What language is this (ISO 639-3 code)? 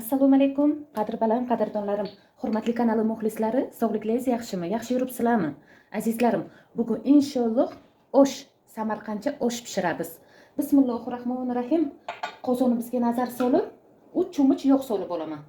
uzb